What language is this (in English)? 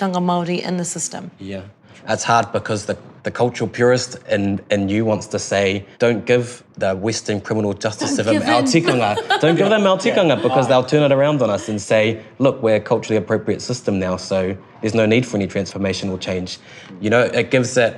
English